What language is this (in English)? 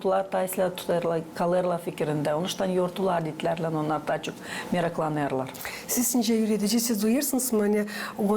Gagauz